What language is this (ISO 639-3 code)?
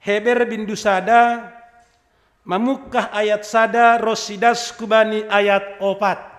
bts